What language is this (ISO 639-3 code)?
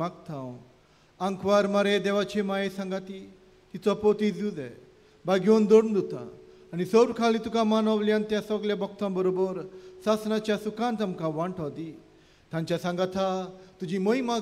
kok